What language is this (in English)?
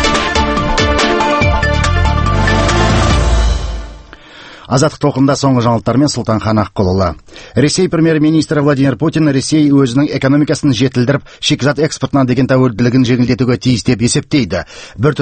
Kazakh